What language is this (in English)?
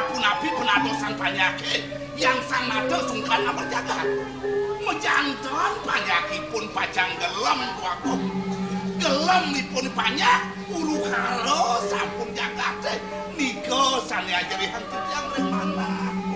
Balinese